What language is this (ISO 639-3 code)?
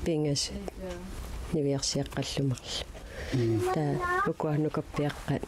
kal